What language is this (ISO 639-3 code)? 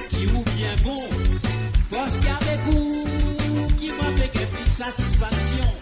mfe